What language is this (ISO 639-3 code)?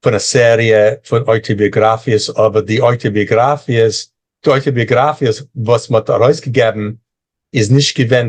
yid